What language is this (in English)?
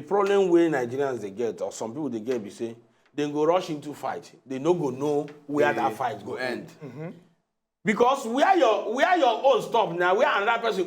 Nigerian Pidgin